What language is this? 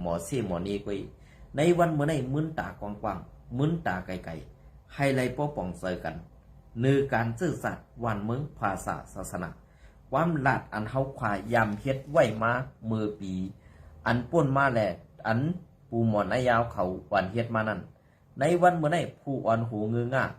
Shan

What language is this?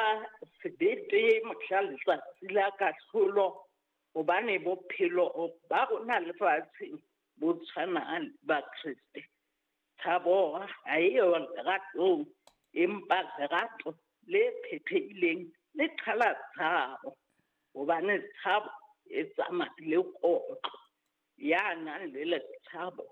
Southern Sotho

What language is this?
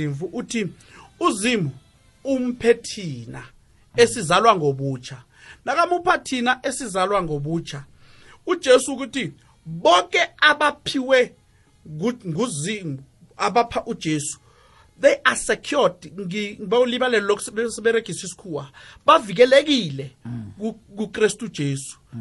South Ndebele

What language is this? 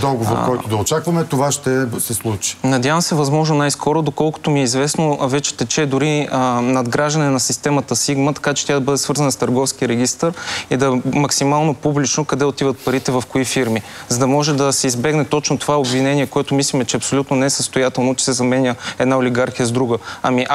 Bulgarian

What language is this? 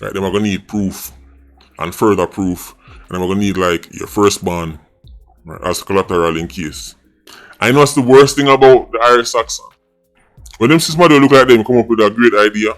Jamaican Creole English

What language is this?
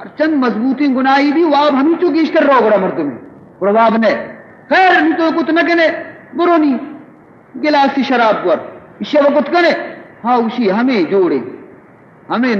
Baluchi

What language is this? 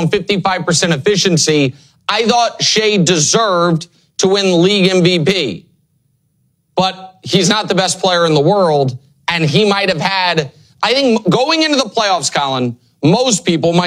English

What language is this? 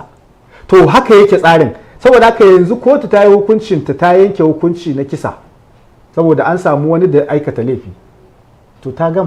Hausa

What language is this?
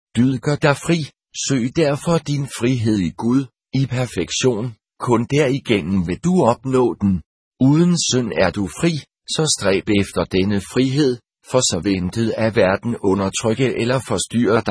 Danish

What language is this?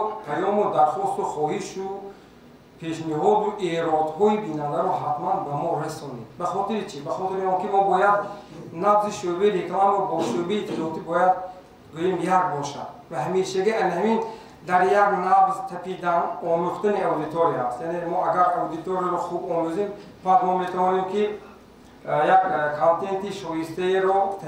Tajik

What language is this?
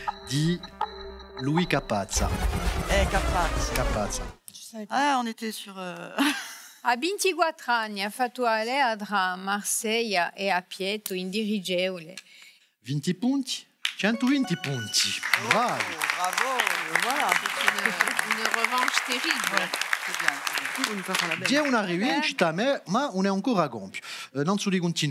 Corsican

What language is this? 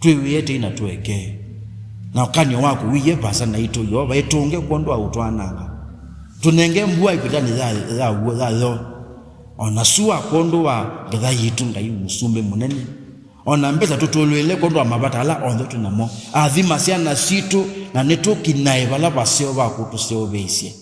Kamba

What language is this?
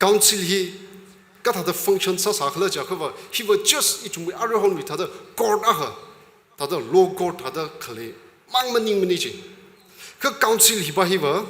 Tangkhul Naga (India)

